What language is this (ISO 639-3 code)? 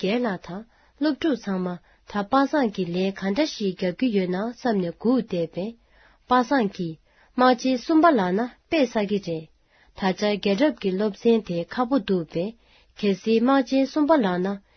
bod